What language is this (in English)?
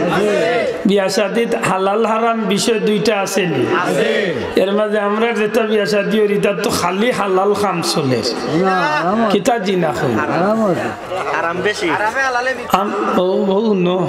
Sylheti